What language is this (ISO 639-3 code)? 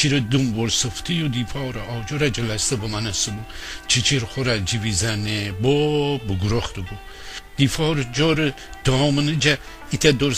glk